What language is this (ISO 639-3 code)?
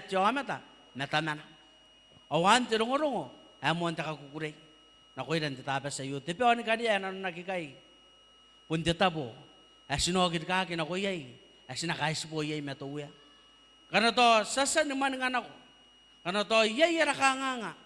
gil